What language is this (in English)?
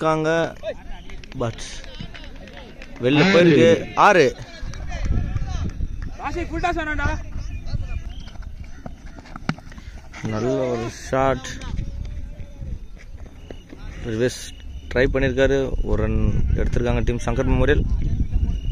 Tamil